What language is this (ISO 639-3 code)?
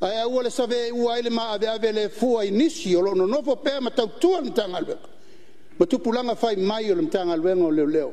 smo